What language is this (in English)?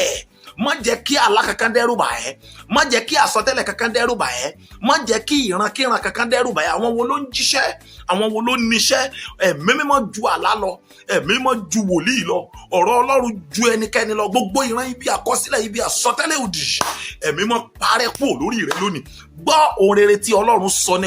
Yoruba